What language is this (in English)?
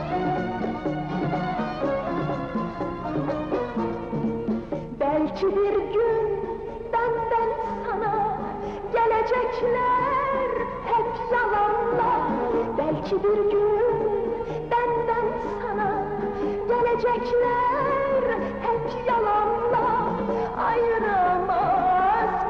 Turkish